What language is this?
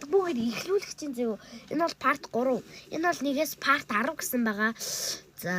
Mongolian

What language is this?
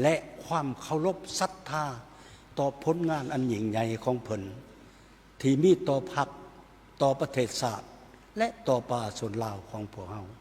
Lao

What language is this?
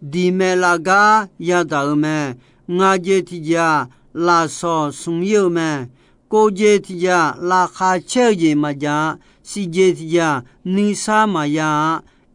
Akha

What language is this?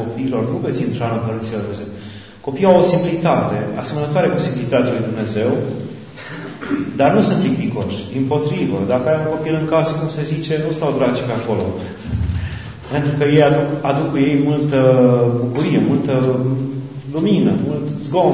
Romanian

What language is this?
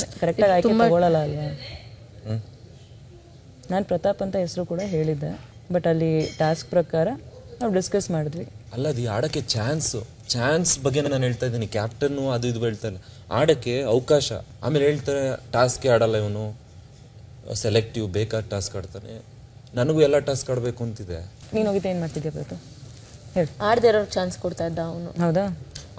Kannada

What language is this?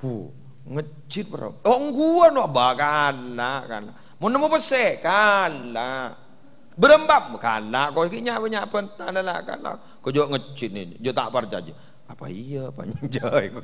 Madurese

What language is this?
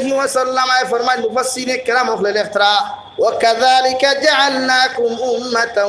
Sylheti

